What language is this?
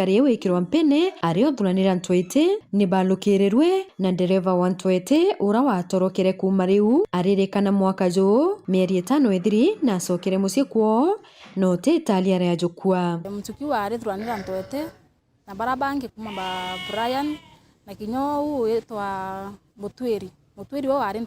Meru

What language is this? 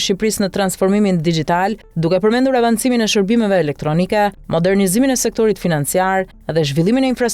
Albanian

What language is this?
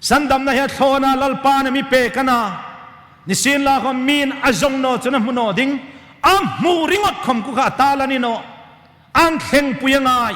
Hmar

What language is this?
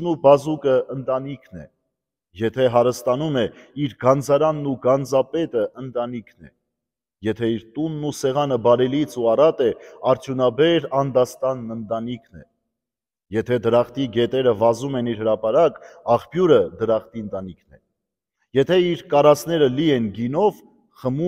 Armenian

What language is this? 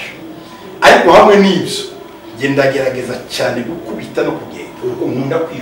Kinyarwanda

